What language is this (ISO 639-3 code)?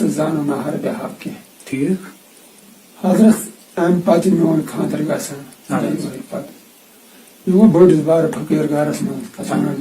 kas